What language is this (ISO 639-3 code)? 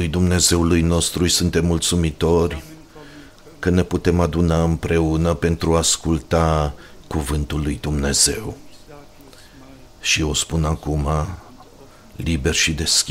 ron